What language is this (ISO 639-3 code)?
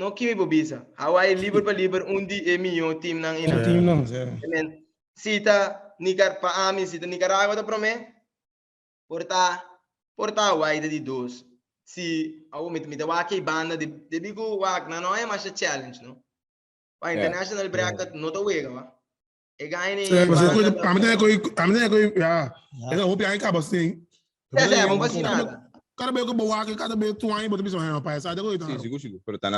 pap